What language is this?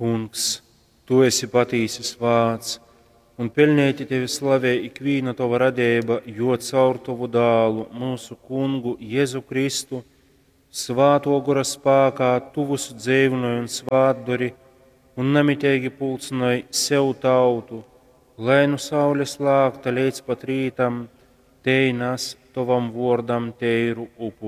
Latgalian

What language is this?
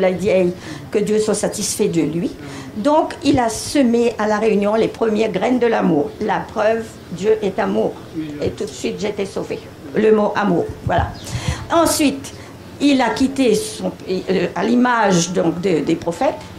French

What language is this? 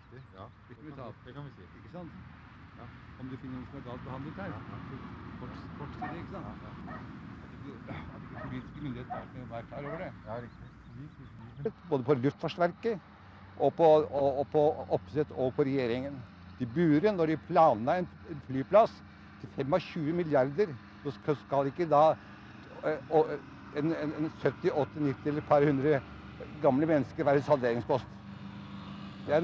Norwegian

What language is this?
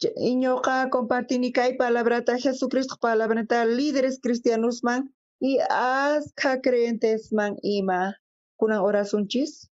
South Bolivian Quechua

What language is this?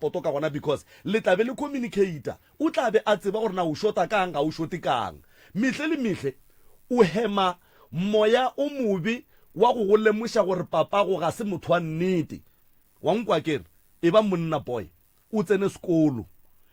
Northern Sotho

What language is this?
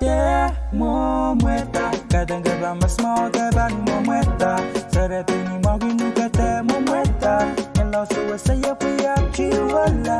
Pohnpeian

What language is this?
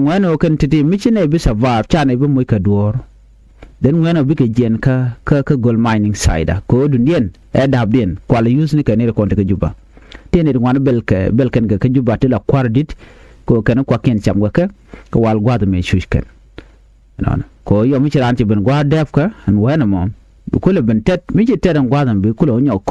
Nuer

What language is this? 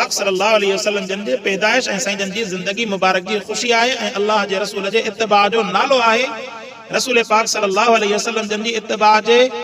Sindhi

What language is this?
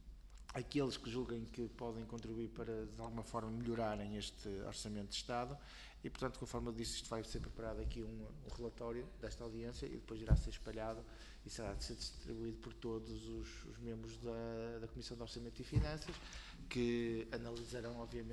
Portuguese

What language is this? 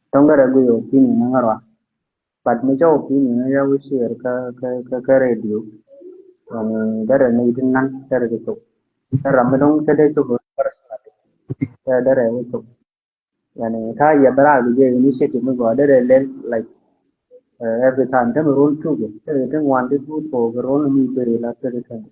Nuer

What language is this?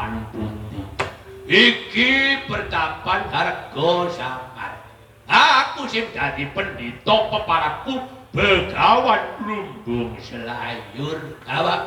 Javanese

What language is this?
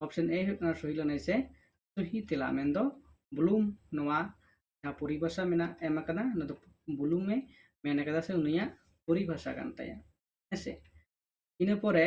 Santali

